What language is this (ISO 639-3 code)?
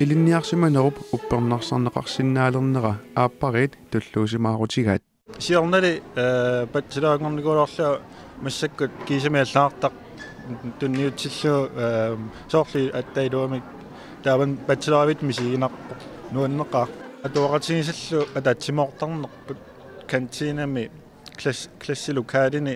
kal